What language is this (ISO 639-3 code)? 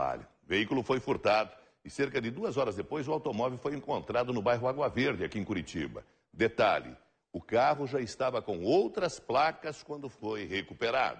por